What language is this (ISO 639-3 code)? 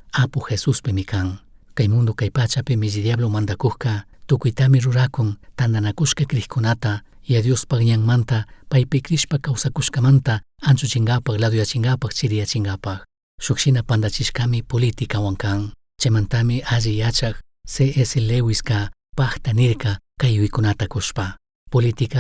qug